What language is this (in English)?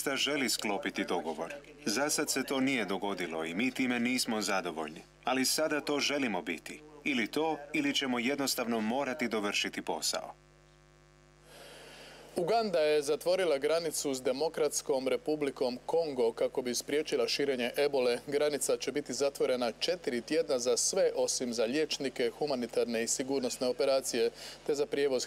Croatian